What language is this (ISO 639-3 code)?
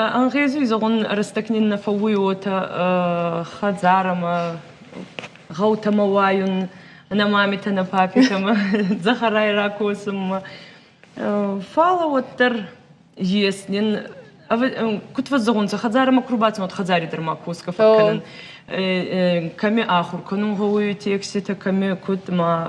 oss